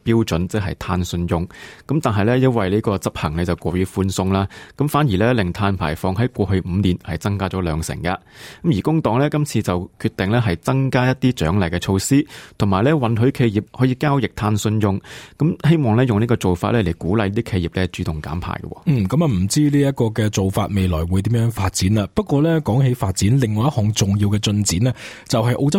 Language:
Cantonese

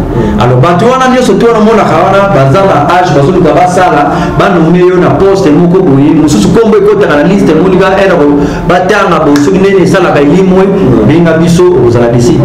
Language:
Lingala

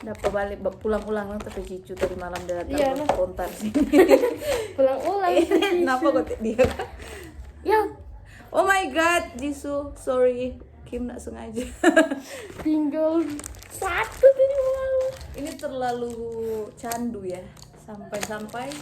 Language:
Manado Malay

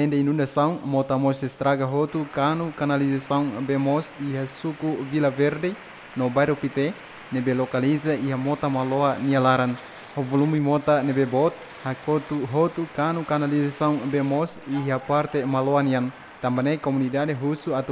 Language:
Tetum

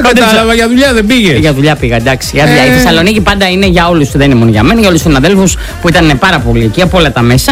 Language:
Greek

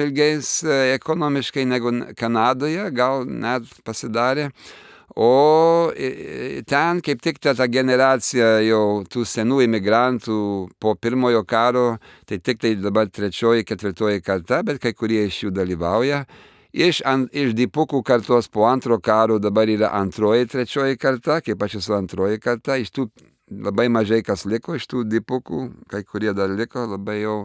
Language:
Lithuanian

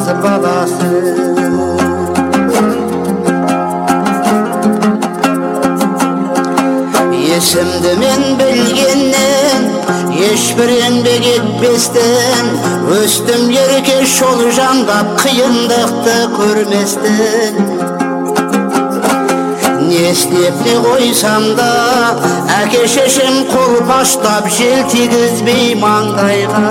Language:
Kazakh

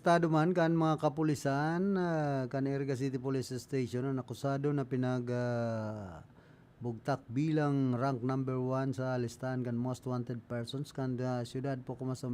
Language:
Bikol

